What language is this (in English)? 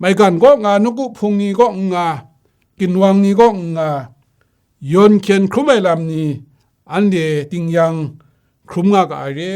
Kachin